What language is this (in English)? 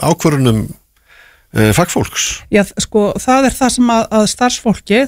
Icelandic